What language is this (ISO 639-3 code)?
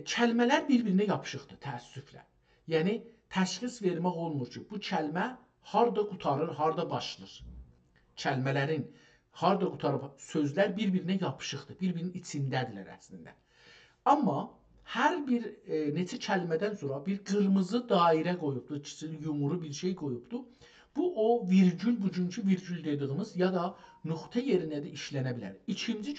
azb